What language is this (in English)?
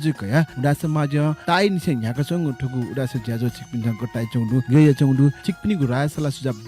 Newari